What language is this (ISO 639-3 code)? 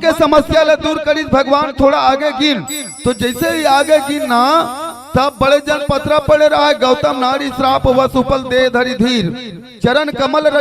hne